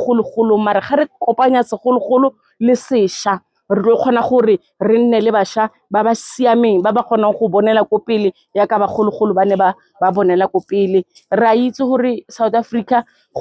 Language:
Tswana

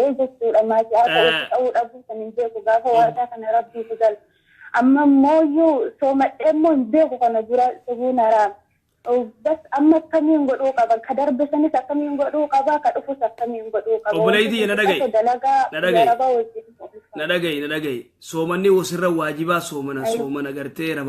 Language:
Oromo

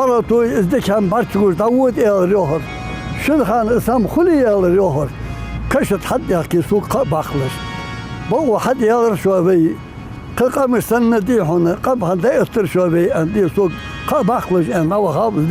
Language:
Ingush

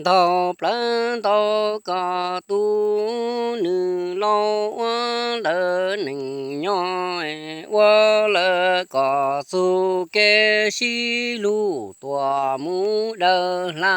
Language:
Hmong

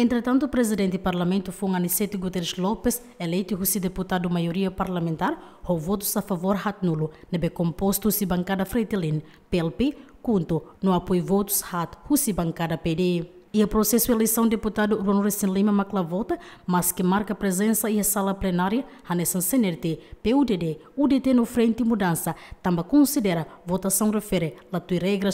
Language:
Tetum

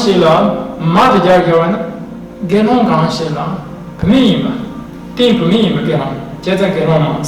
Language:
Tibetan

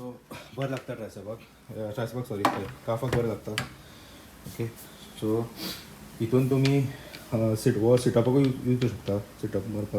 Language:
Konkani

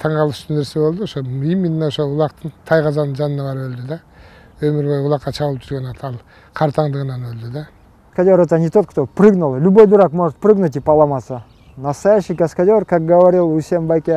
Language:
Kyrgyz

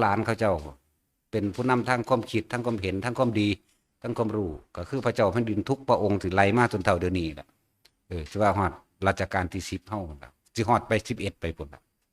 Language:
Northeastern Thai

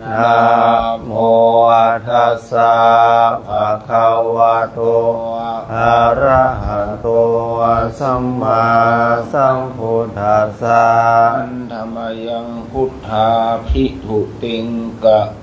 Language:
Pali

